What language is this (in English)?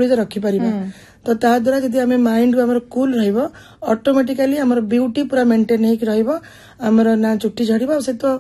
Odia